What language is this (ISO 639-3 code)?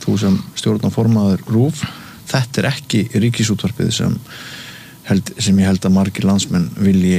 isl